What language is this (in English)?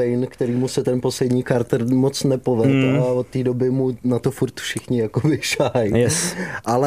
Czech